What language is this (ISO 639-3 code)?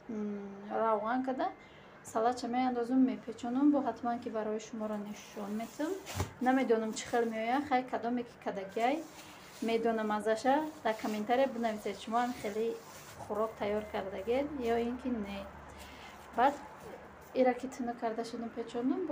tgk